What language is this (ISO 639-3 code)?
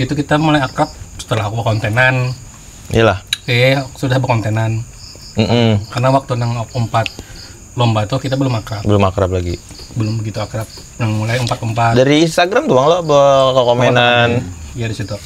bjn